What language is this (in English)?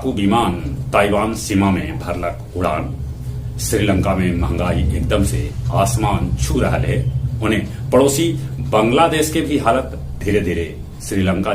Magahi